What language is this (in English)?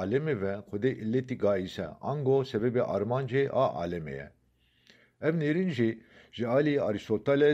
Kurdish